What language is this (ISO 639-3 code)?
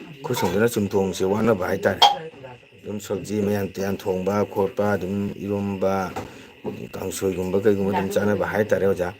mni